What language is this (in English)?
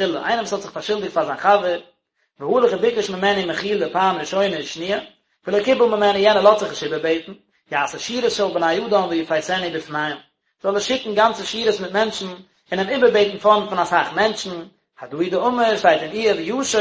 Yiddish